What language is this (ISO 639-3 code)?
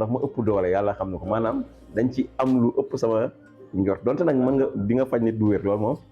wol